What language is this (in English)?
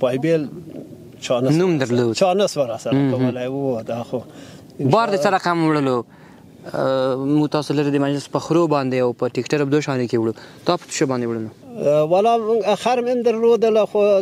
Pashto